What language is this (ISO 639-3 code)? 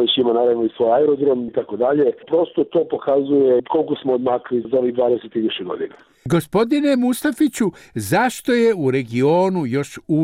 bos